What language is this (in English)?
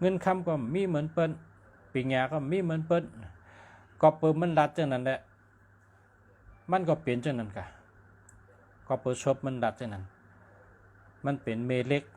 Shan